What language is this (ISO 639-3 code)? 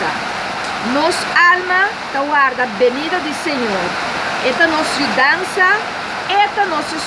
pap